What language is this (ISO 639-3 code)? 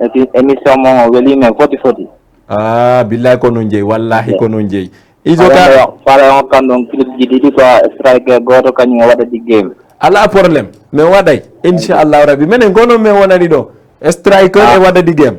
ful